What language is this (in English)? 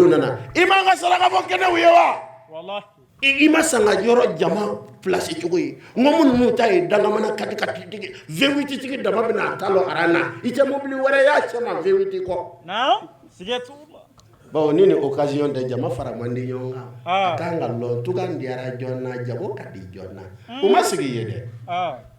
Bambara